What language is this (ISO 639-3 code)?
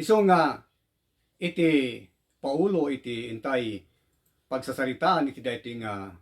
ilo